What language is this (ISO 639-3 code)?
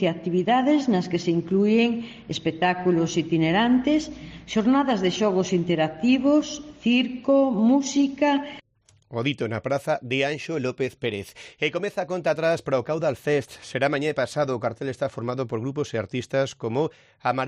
glg